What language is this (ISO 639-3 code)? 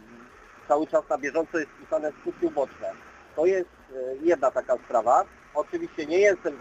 pol